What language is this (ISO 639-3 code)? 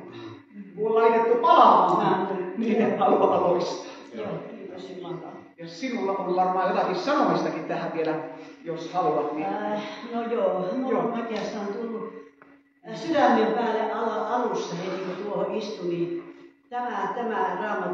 fin